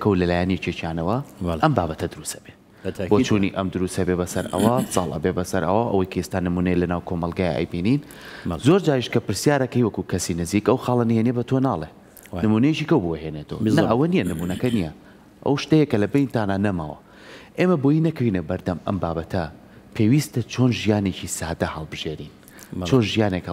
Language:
Central Kurdish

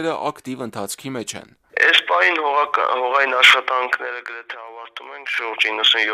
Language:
Armenian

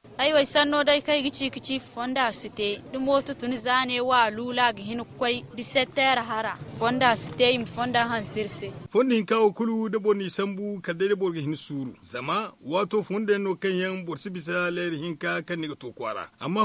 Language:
Zarma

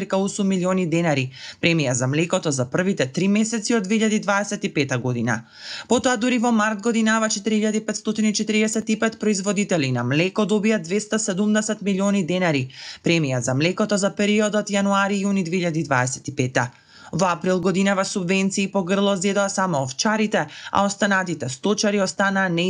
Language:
Macedonian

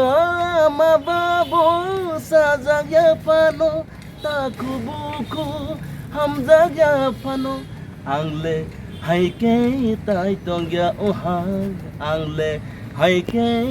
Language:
Kok Borok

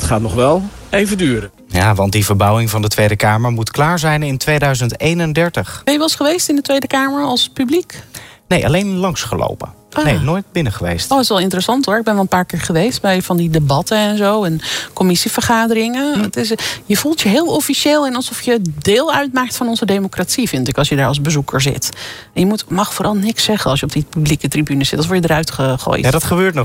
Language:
Dutch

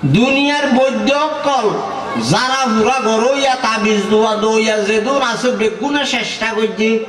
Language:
Rohingya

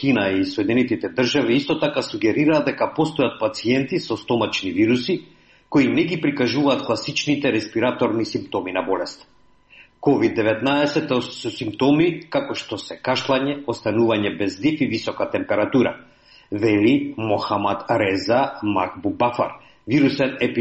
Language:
Macedonian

